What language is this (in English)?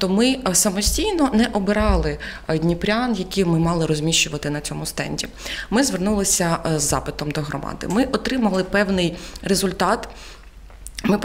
Ukrainian